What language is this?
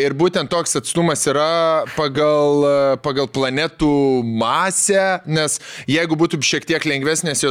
Lithuanian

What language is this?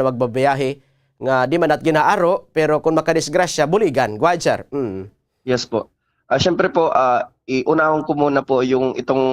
Waray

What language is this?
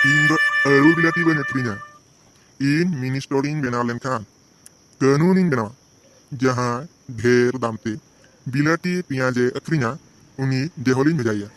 Santali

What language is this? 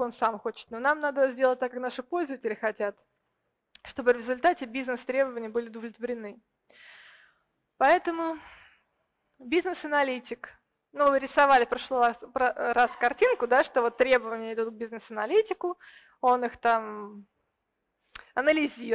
Russian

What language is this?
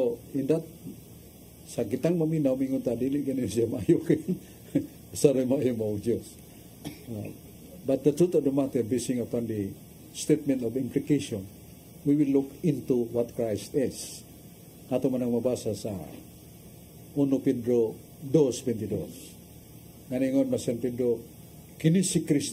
Cebuano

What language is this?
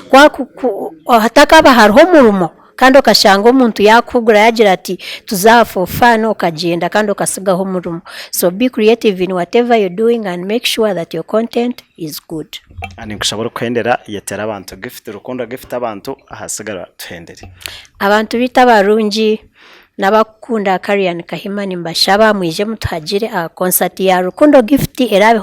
Nyankole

